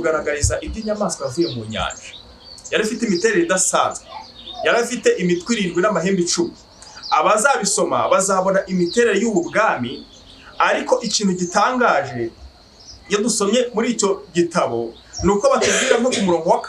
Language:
Kinyarwanda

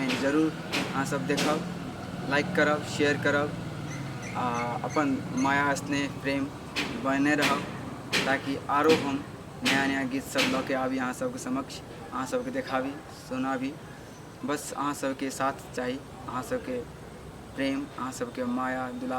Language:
Maithili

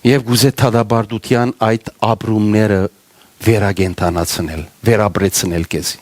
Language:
Western Armenian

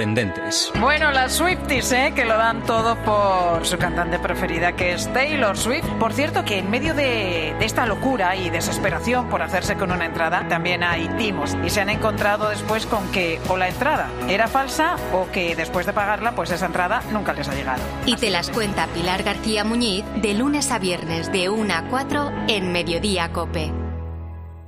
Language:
Spanish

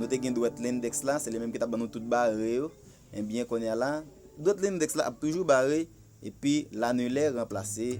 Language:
Haitian Creole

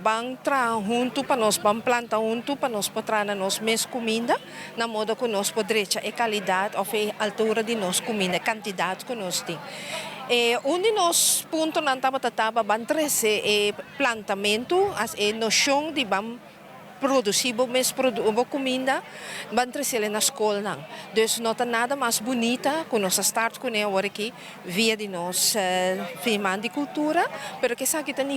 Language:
Papiamento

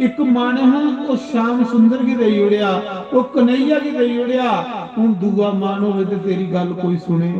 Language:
Dogri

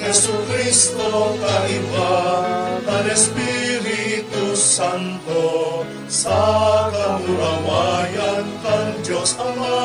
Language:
Bikol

